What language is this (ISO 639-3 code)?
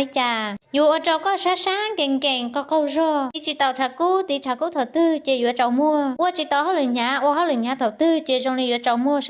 hmn